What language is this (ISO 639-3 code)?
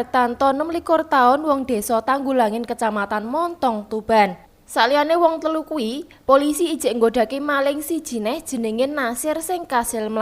jav